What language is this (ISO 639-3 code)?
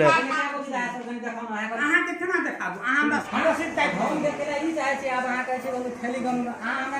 mai